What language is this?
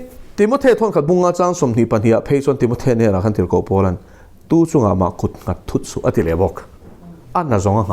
Mizo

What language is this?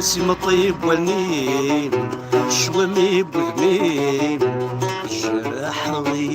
Kabyle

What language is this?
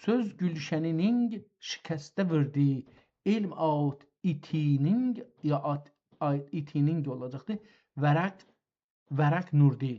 South Azerbaijani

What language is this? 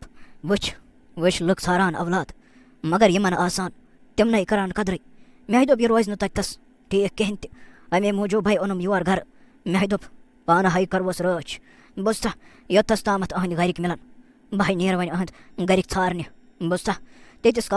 Kashmiri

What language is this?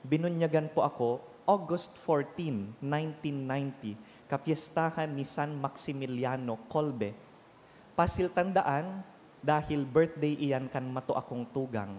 Bikol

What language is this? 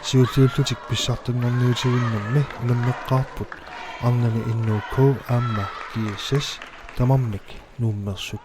Kalaallisut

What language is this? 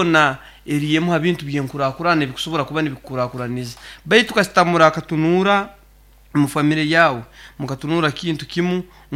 Nyankole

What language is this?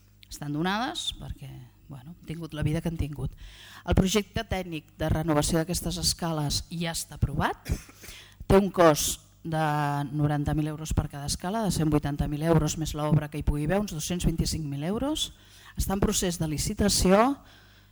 Catalan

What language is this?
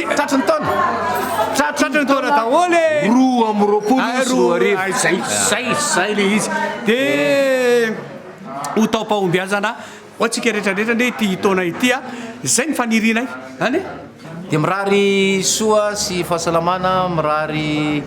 Malagasy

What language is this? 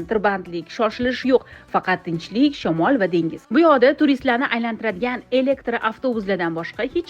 Uzbek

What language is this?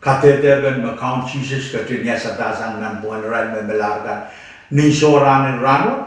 Pohnpeian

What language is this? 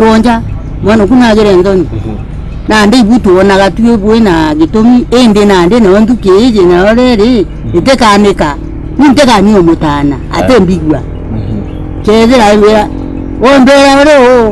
Meru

